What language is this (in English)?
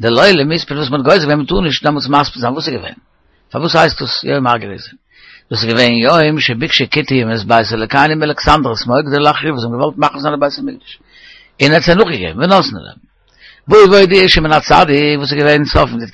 Yiddish